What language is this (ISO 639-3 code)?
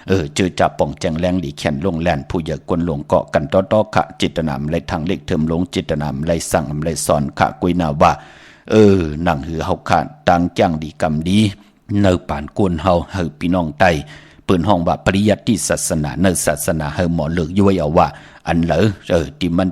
shn